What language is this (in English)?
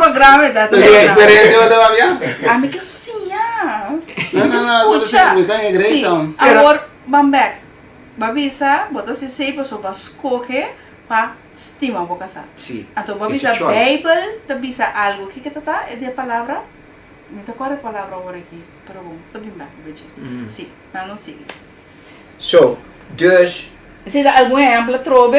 Papiamento